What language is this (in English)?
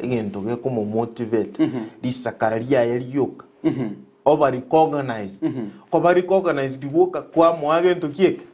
Gusii